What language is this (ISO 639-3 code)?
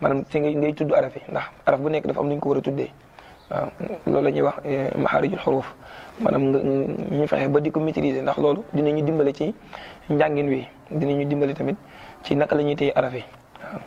wol